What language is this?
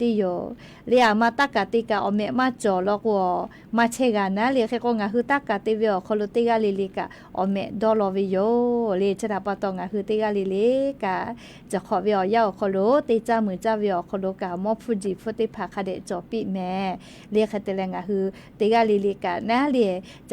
Lahu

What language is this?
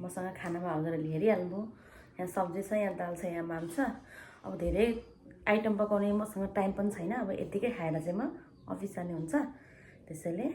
Nepali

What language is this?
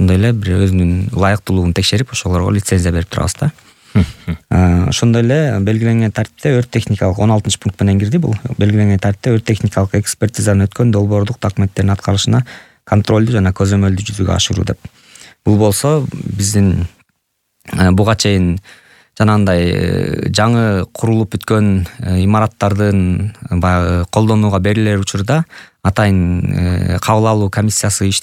Kyrgyz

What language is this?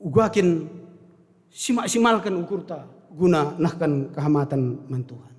Batak Karo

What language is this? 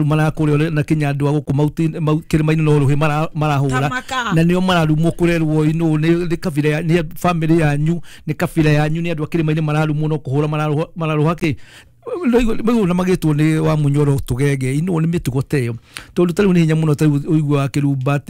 Kikuyu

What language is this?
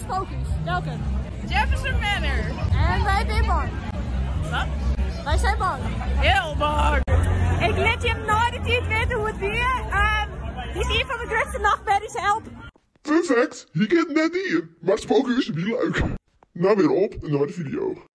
Western Frisian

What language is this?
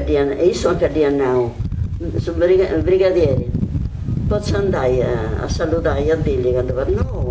Sardinian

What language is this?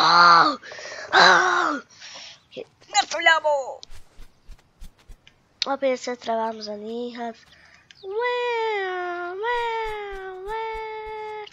Croatian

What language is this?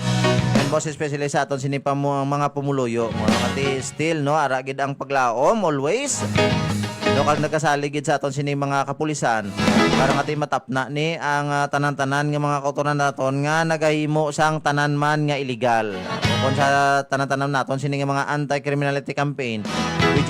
Hiligaynon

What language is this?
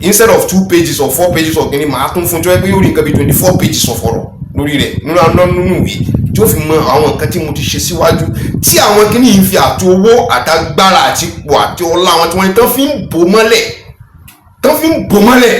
Yoruba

